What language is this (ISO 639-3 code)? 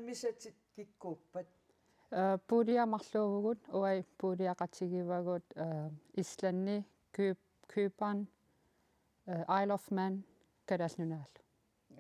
kal